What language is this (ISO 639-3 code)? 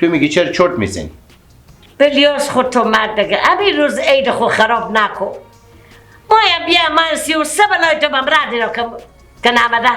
fas